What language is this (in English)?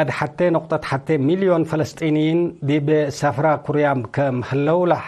Tigre